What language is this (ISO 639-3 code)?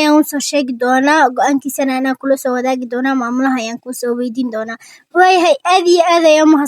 som